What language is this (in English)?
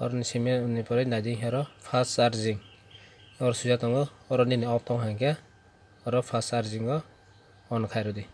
Kok Borok